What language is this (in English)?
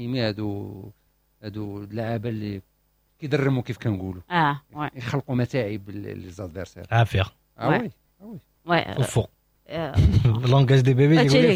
Moroccan Arabic